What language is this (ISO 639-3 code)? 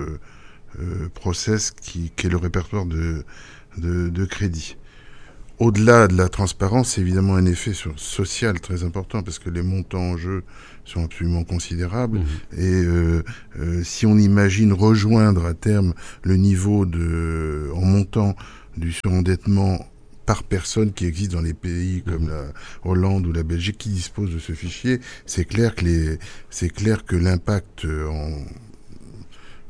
fra